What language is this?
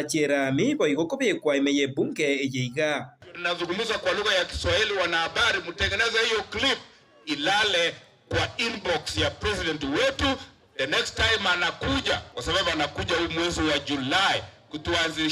Gusii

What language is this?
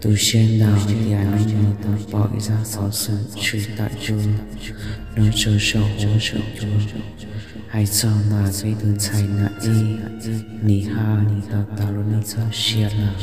Hmong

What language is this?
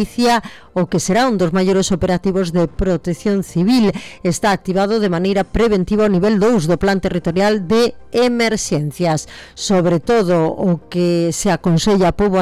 Galician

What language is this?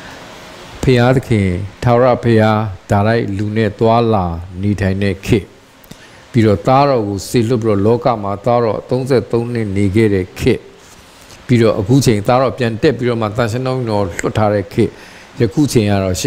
Burmese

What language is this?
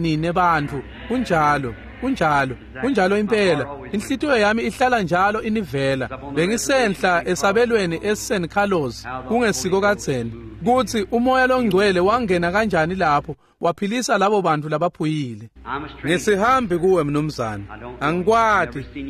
Swati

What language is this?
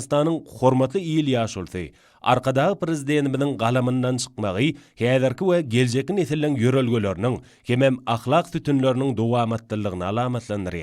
Turkmen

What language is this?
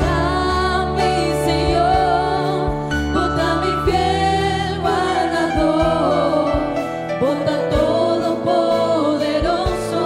Papiamento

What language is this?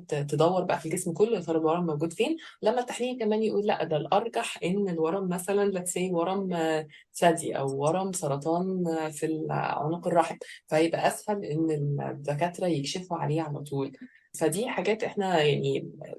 Egyptian Arabic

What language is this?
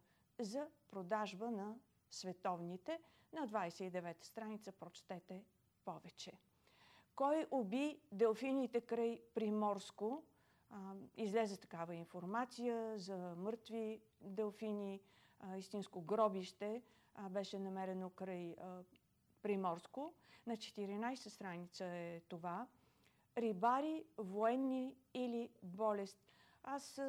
Bulgarian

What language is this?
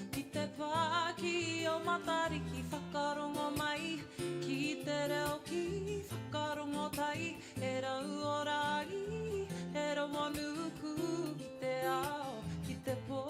Māori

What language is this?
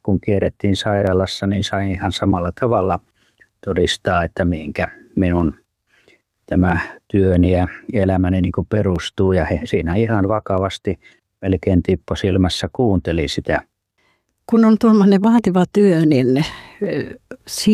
Finnish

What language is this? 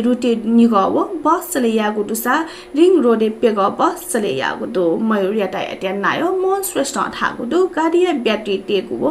Newari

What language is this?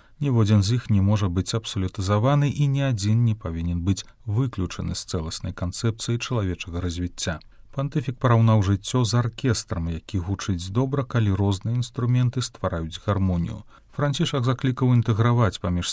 Belarusian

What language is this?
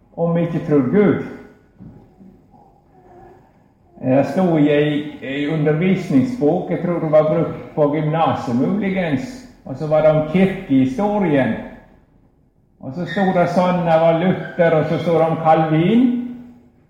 Norwegian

